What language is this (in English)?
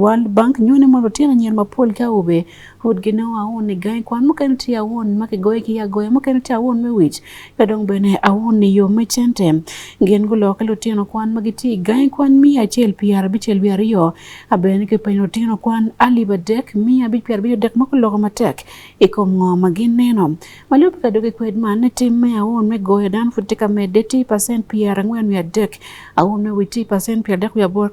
Acoli